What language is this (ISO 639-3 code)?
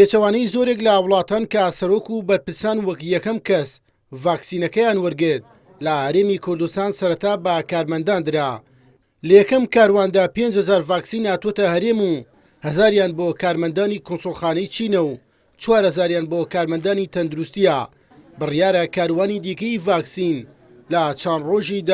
ckb